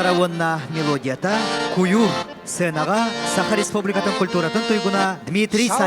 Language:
Yakut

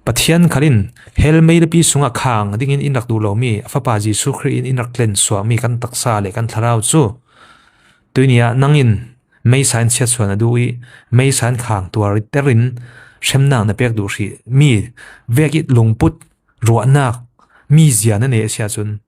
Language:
Falam Chin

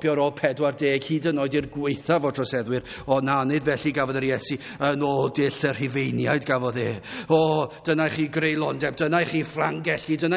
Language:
Welsh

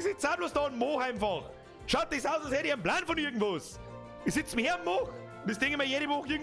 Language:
Bavarian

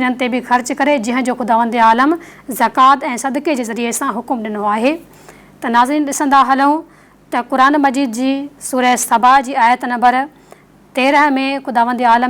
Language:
Sindhi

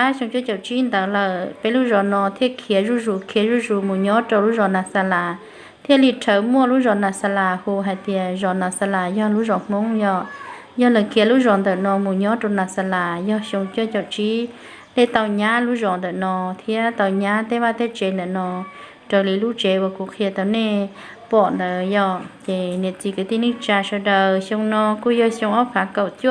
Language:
Hmong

